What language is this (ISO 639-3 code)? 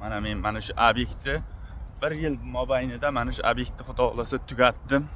uzb